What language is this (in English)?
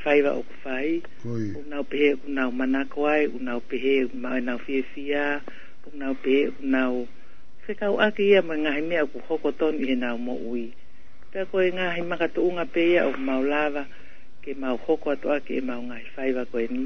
Tongan